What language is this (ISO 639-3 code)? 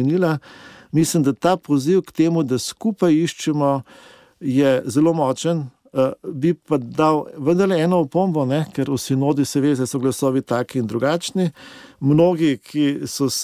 slv